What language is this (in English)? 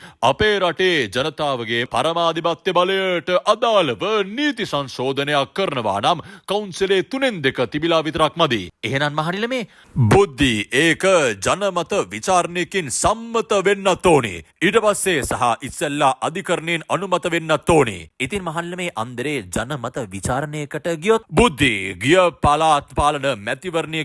Sinhala